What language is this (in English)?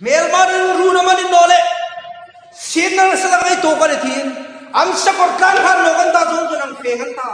Hmar